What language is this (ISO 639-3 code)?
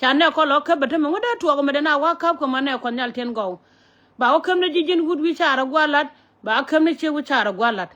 nus